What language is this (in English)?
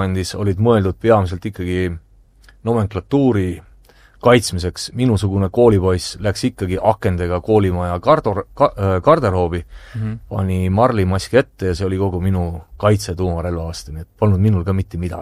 Estonian